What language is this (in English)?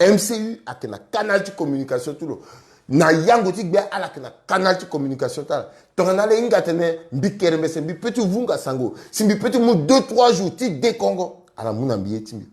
Sango